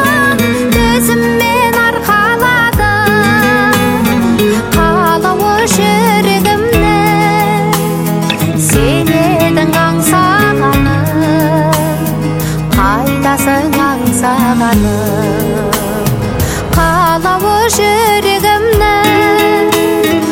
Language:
Kazakh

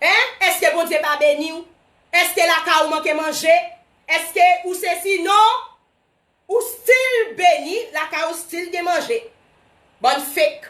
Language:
Haitian Creole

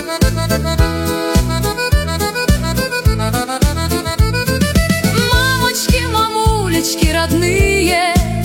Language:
Russian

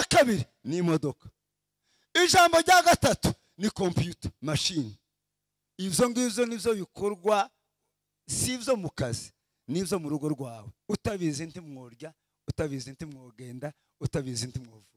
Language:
Kinyarwanda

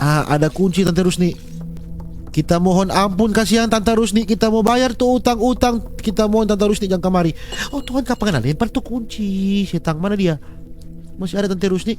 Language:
Manado Malay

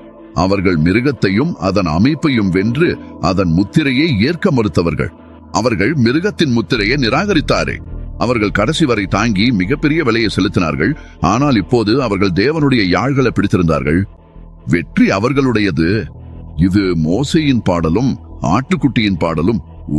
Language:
Tamil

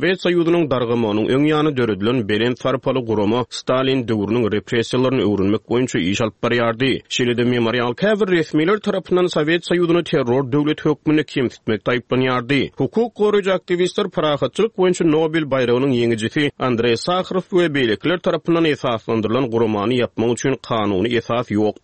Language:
Turkmen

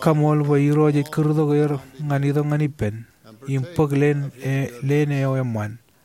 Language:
Marshallese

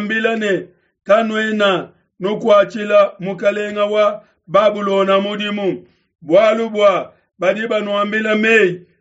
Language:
Luba-Lulua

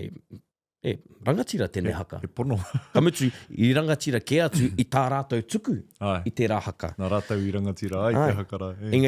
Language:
Māori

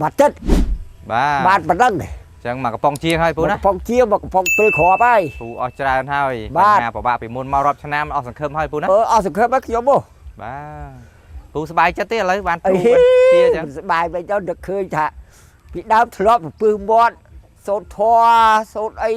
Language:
Khmer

